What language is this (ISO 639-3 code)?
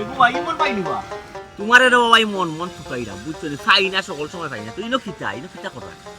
syl